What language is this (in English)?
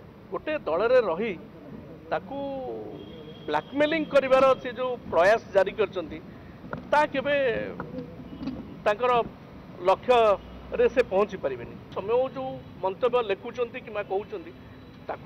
Odia